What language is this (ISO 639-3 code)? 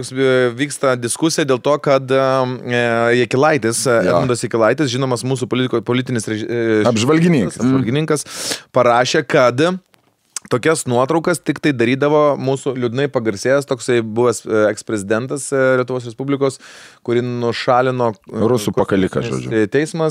lit